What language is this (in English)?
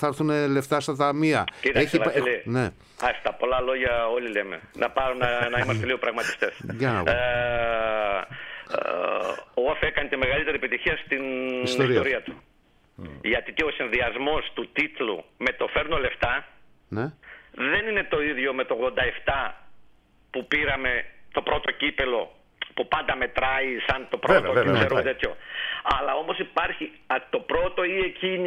Greek